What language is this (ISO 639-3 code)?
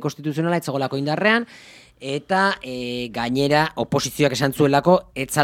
eus